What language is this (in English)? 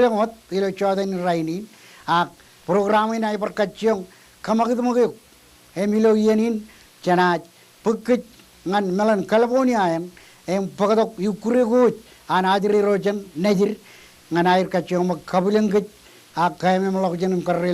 Marshallese